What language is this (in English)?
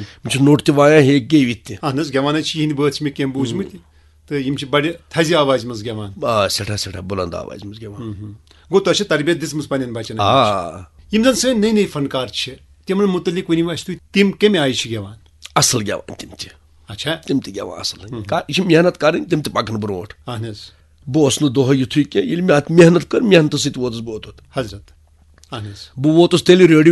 Kashmiri